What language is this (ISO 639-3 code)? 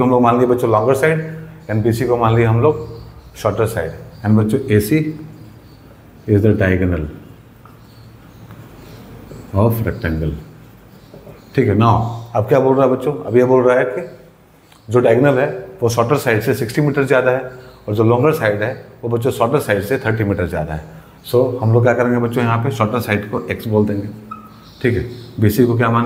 hin